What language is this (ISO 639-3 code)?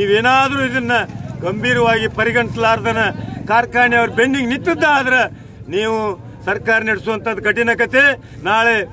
kan